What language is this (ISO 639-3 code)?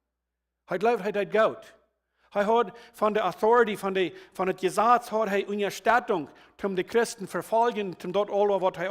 pdt